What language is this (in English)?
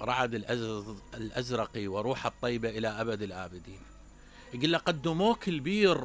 Mesopotamian Arabic